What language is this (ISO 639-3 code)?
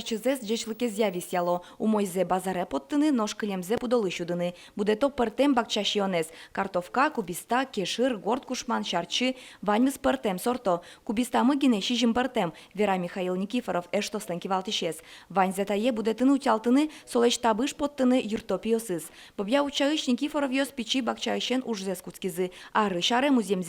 udm